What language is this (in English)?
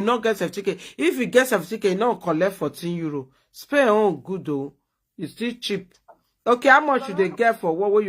Nigerian Pidgin